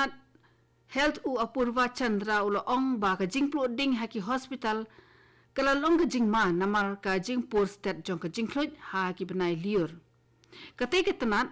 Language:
Khasi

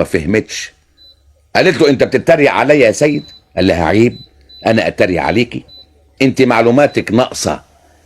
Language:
Egyptian Arabic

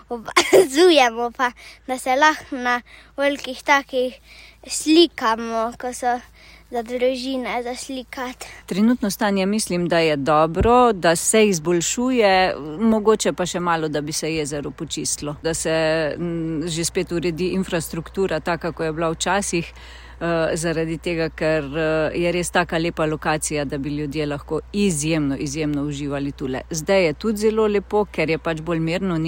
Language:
Slovenian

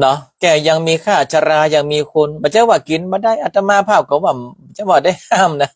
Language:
Northern Thai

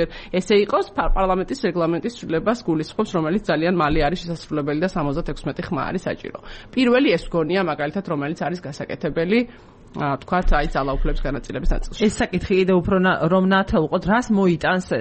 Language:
Georgian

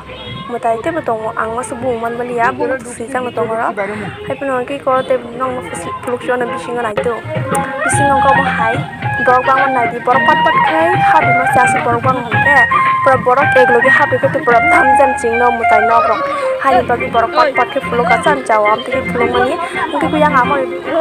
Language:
Kok Borok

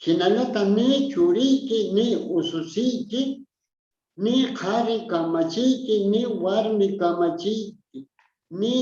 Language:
South Bolivian Quechua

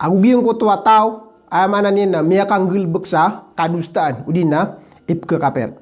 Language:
Maranao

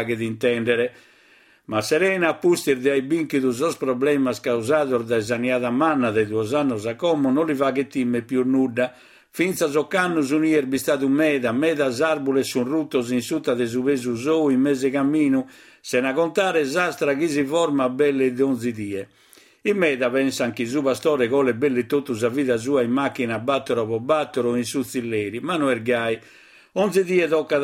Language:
Sardinian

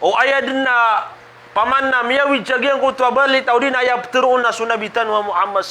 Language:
Maranao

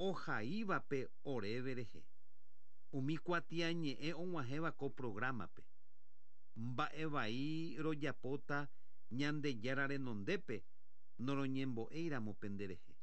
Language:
Guarani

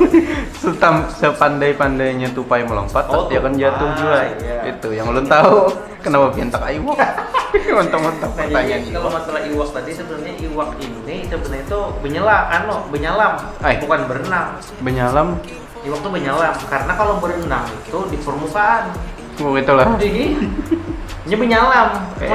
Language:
Banjar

